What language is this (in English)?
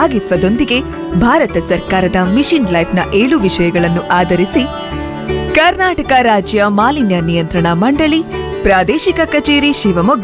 Kannada